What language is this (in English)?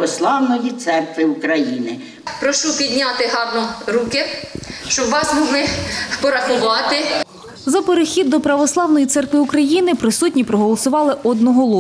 Ukrainian